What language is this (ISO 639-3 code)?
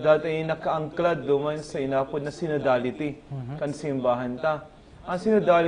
bik